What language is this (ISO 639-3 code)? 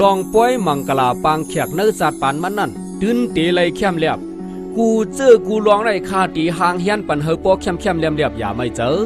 shn